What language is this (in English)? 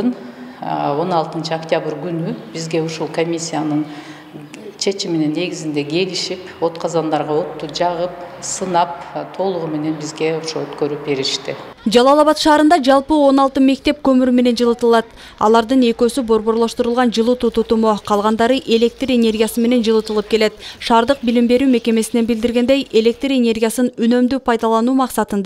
Kyrgyz